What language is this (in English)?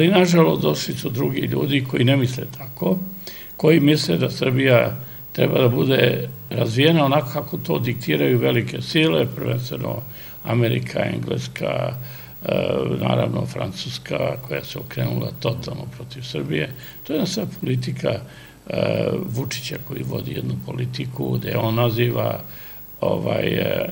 Serbian